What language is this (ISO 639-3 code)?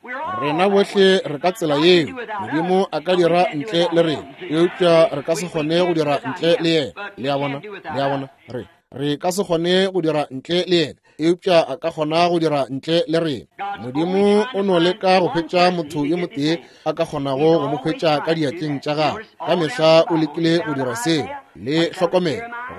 nso